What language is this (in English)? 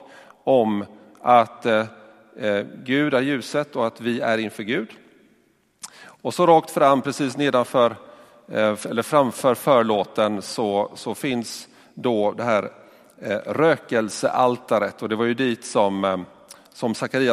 Swedish